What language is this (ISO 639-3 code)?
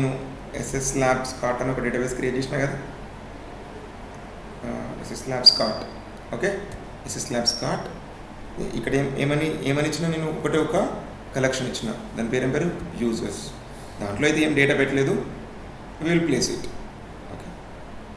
tel